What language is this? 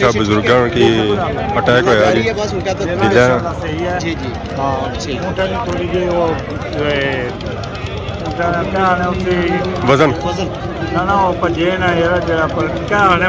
Pahari-Potwari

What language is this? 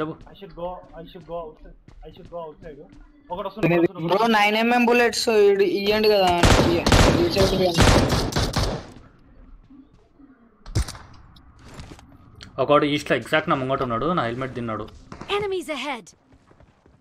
Telugu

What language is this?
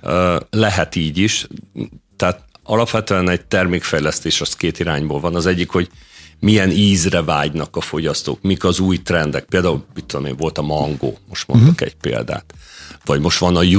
Hungarian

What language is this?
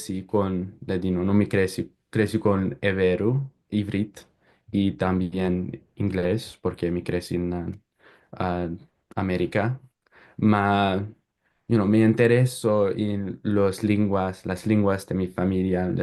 Ladino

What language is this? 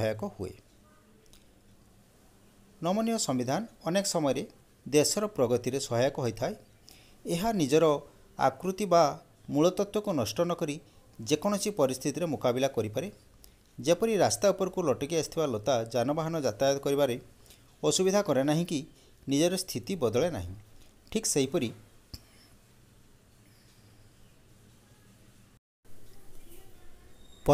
Odia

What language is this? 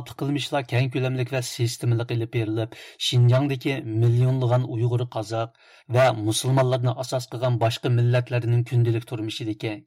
Uyghur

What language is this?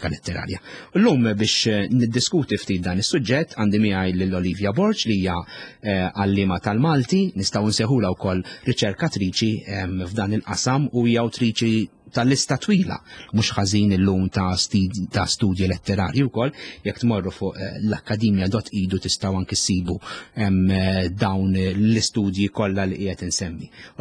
Maltese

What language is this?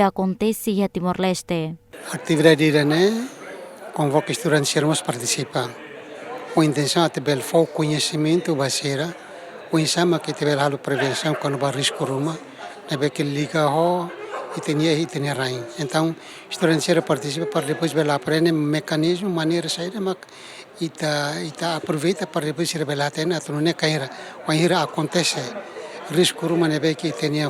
Tetum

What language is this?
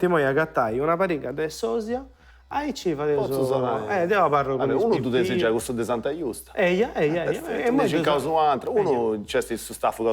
Sardinian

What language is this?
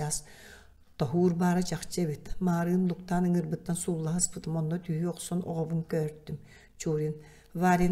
Yakut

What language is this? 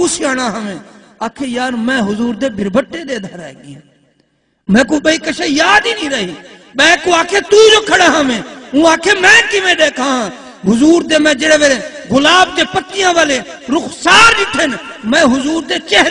Saraiki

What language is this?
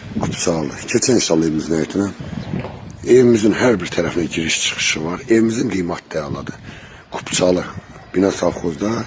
Azerbaijani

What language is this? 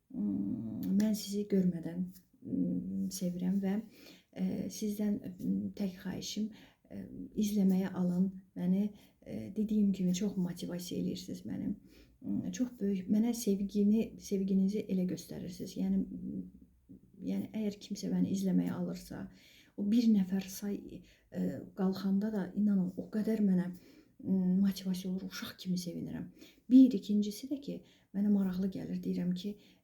Azerbaijani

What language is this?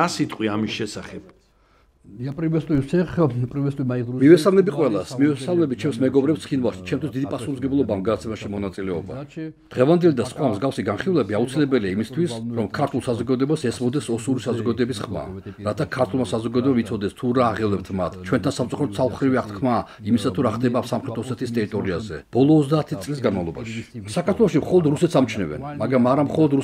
Georgian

